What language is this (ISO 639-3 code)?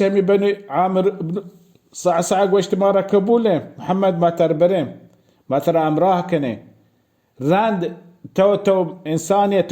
bal